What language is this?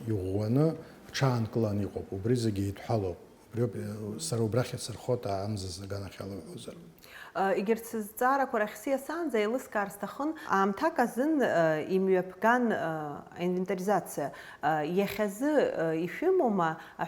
Abkhazian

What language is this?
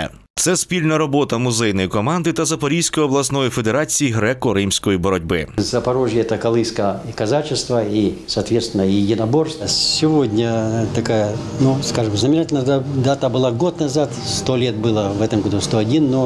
Ukrainian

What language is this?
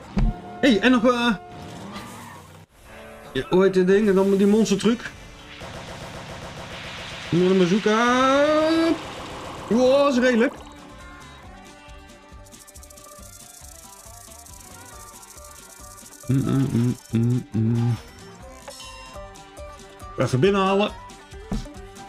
Dutch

